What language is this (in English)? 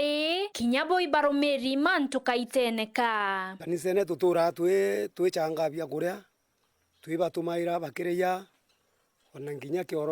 Meru